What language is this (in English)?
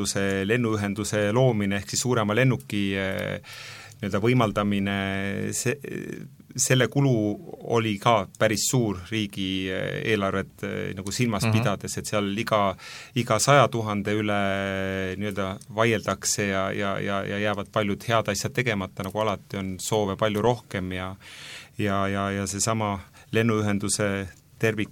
Estonian